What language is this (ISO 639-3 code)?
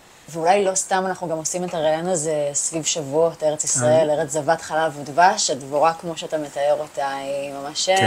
heb